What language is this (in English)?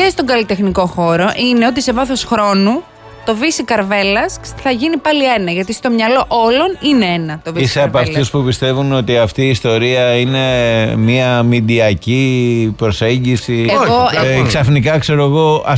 Greek